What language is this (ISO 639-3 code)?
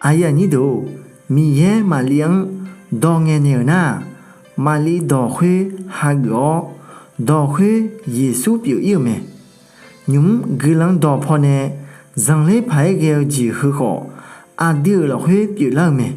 ahk